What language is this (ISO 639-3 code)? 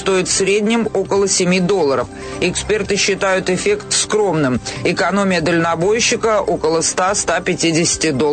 rus